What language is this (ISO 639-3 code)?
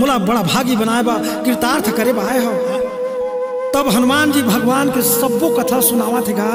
hne